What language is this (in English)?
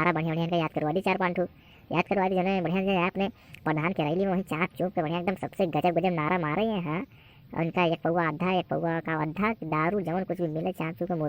Awadhi